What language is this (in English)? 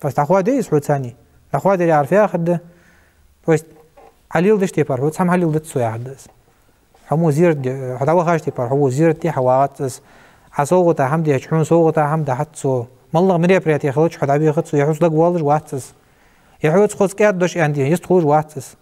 Ingush